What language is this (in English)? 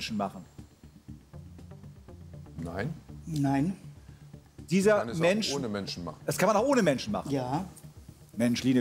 German